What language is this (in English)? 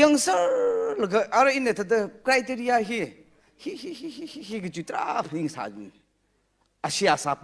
Tangkhul Naga (India)